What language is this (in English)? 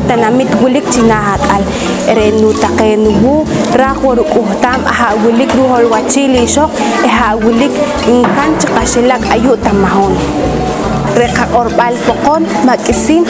Poqomchi'